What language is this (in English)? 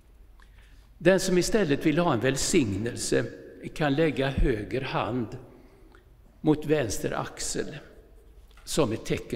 Swedish